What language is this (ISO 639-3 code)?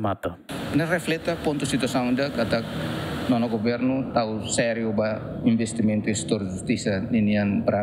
tet